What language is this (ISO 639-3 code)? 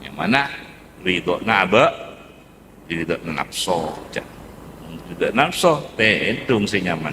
mad